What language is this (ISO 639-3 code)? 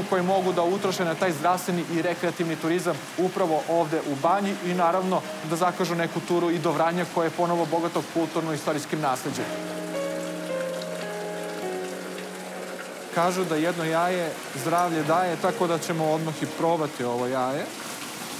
srp